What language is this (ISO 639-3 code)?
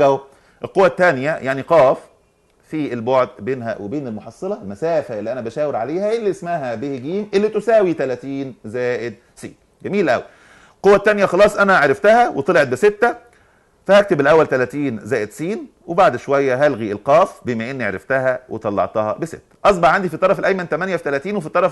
arz